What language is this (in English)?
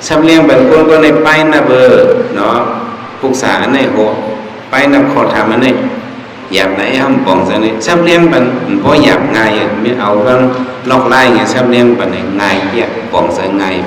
Shan